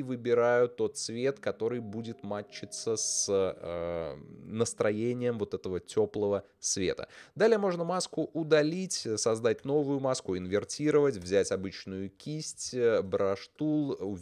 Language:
Russian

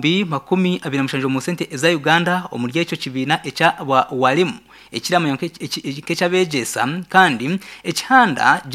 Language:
Nyankole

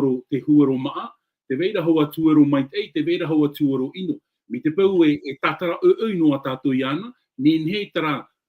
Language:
Tahitian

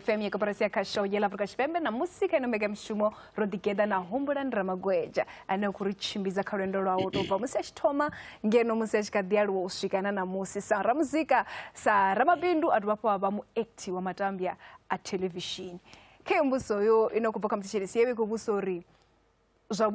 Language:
Venda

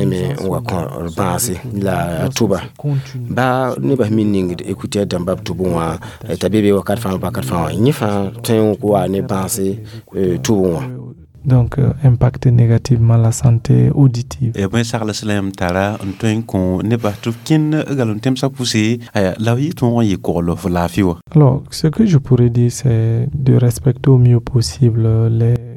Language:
Mossi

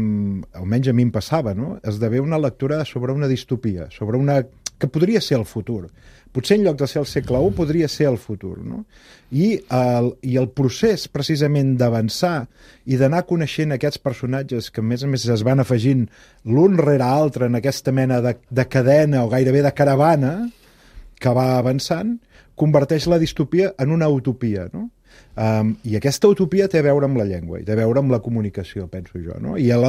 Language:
Catalan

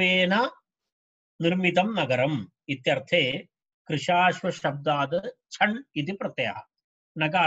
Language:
Sanskrit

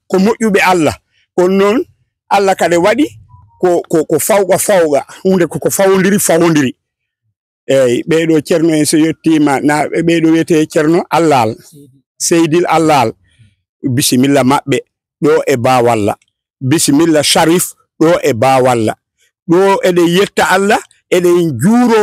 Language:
Fula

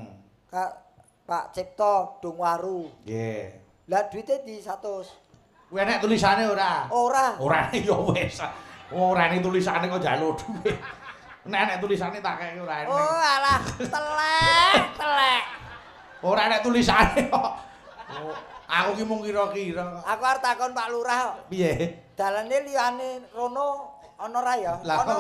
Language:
Javanese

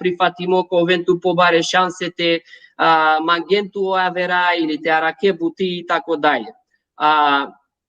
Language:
Balkan Romani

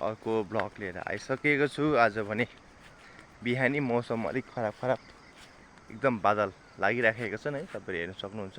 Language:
Nepali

